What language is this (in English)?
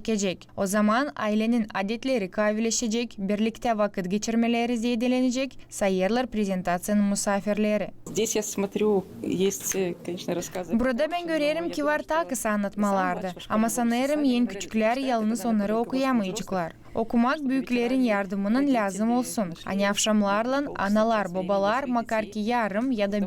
Gagauz